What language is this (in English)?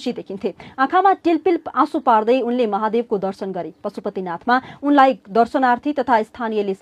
Nepali